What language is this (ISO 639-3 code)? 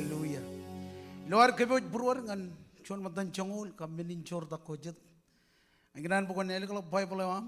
mah